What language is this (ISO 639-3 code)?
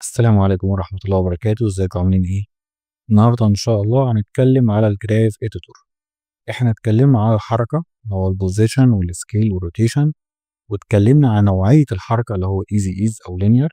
arz